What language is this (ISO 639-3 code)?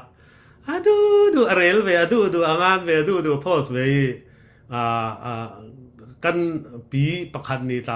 cfm